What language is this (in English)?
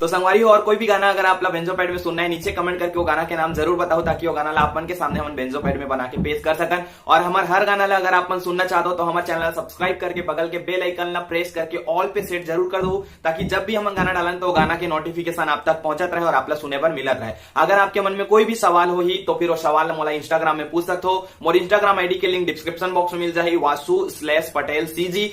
Chhattisgarhi